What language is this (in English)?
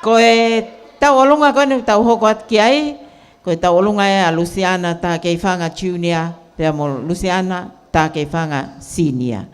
Tongan